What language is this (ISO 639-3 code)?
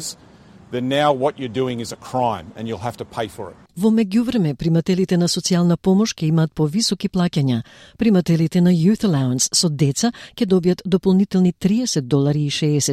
mkd